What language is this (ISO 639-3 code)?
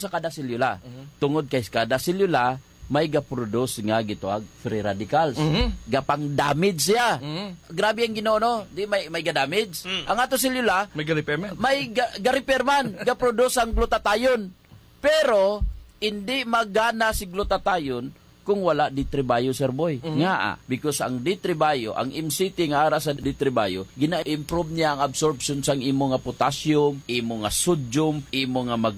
hil